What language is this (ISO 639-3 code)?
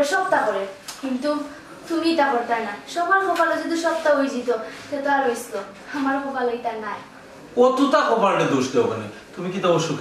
syl